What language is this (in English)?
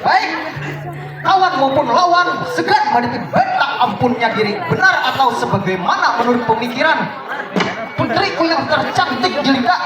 Banjar